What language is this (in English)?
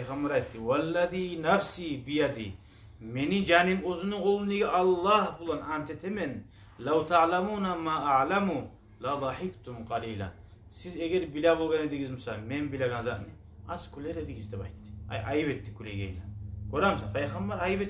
Kumyk